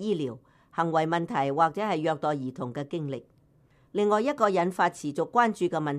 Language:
Cantonese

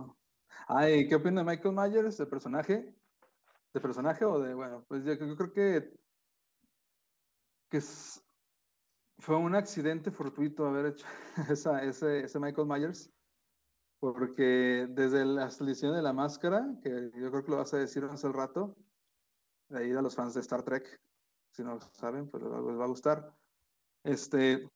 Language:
Spanish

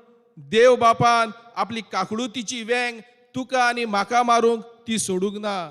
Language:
Konkani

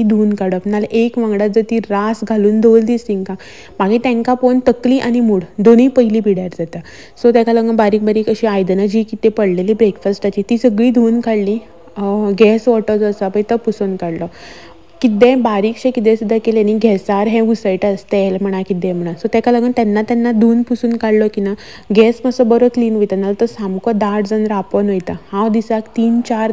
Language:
Konkani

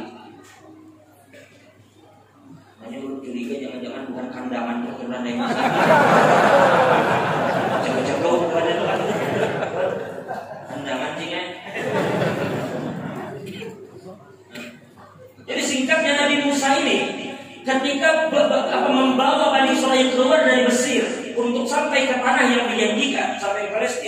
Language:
Indonesian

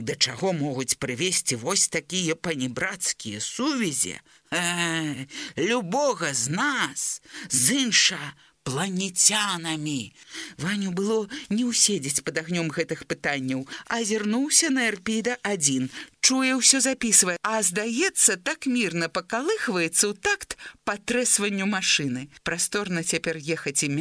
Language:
Belarusian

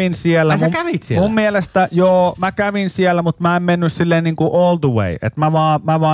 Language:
Finnish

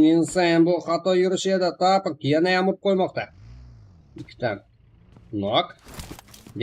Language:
Kara-Kalpak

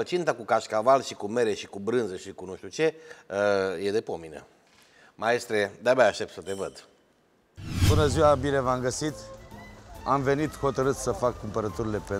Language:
Romanian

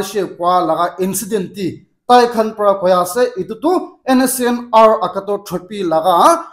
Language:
Naga Pidgin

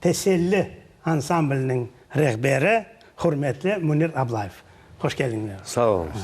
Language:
Crimean Tatar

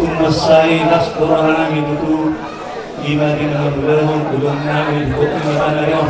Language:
Batak Toba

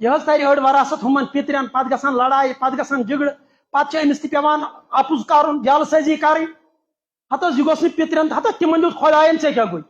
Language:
Kashmiri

